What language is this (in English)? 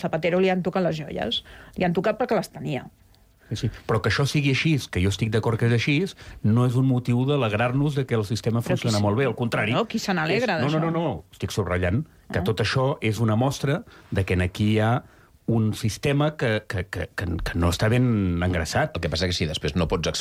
Catalan